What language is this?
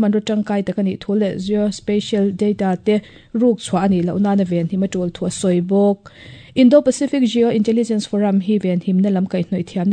Mizo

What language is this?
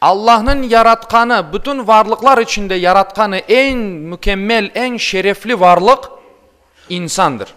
Crimean Tatar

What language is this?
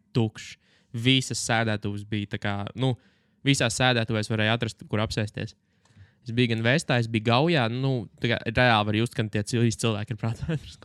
Latvian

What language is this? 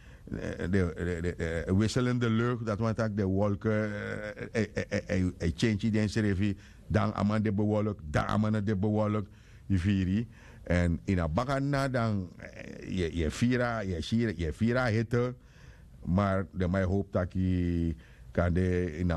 Sranan Tongo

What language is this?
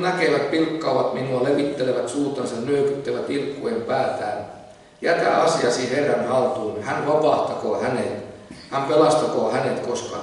Finnish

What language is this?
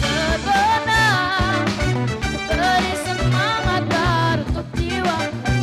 Banjar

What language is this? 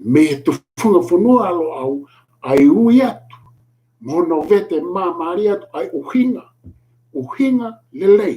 Tongan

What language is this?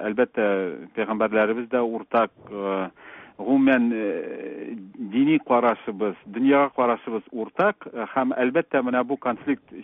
Tatar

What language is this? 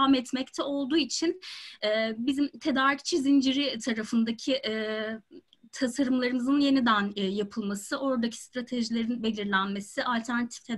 Turkish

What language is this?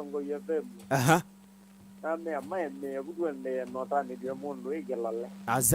Kamba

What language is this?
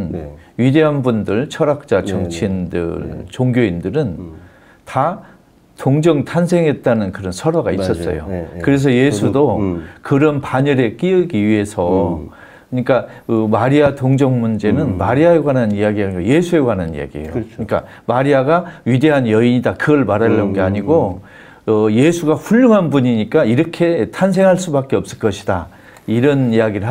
Korean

